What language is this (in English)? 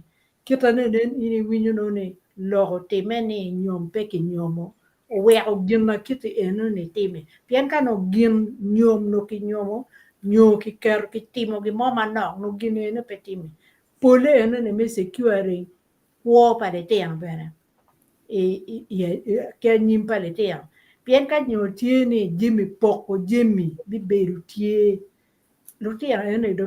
Acoli